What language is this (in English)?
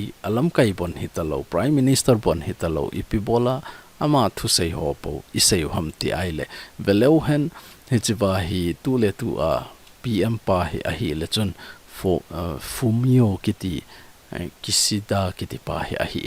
Thado Chin